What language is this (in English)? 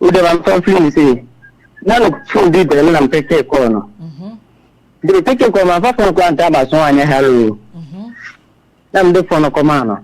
Akan